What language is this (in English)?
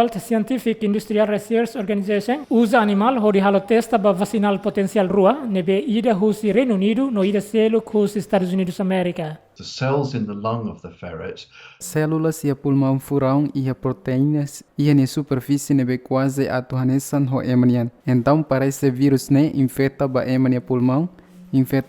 Tetum